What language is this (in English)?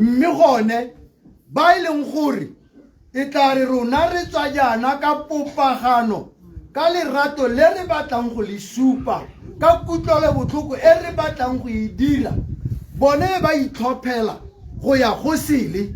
Tswana